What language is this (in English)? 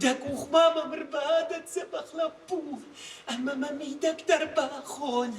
Ossetic